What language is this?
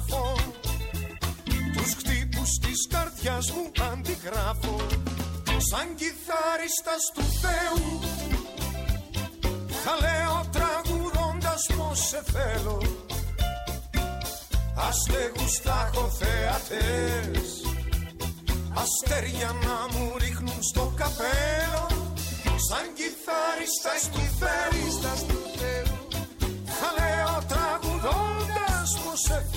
Greek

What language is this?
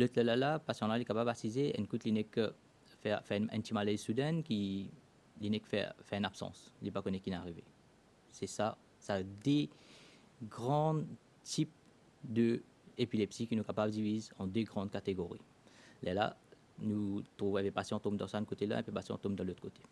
Morisyen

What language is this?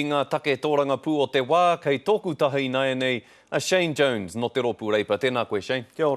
Māori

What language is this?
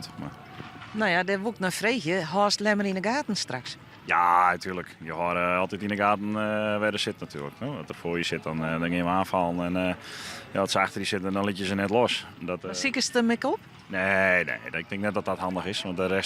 Western Frisian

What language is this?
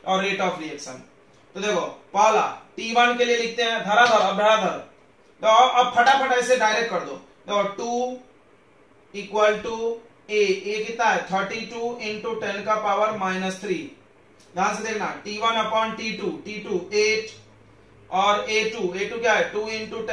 Hindi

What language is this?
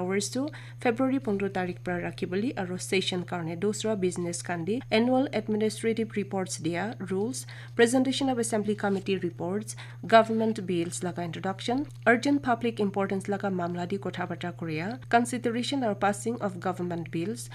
Naga Pidgin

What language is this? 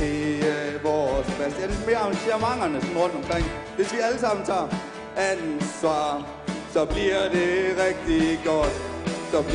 Danish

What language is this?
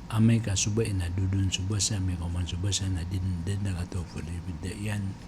Maranao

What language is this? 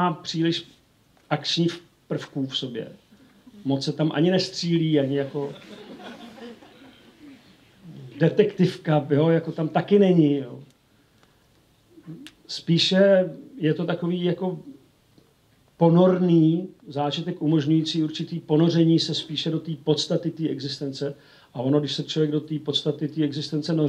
Czech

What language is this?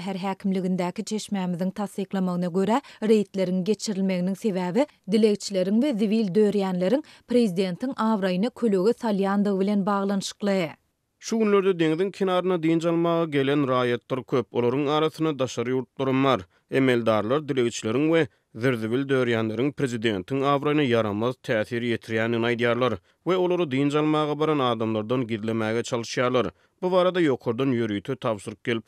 Turkmen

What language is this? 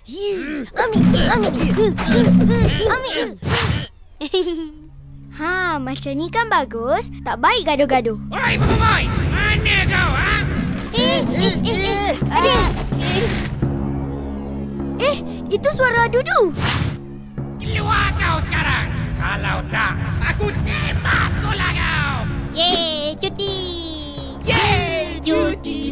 Malay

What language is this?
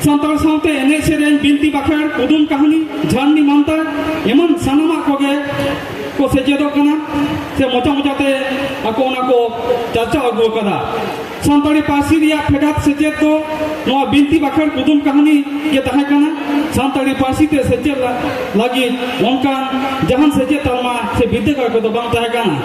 Santali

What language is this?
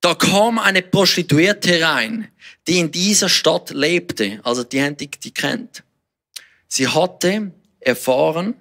Swiss German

